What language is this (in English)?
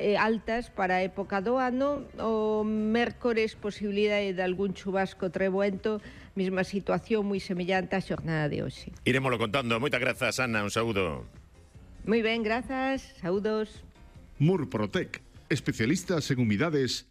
Galician